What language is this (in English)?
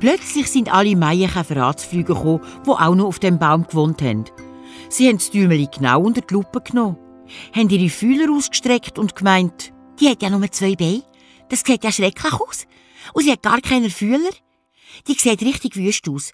Swiss German